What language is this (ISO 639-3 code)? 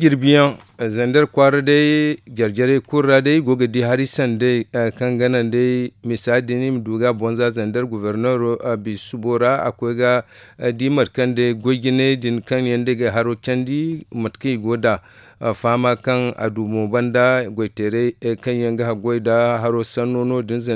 dje